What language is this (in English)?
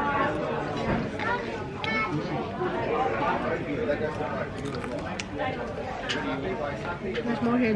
Filipino